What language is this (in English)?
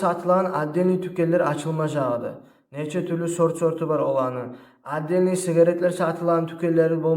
Kumyk